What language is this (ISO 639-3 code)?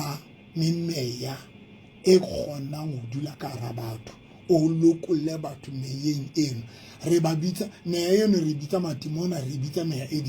sot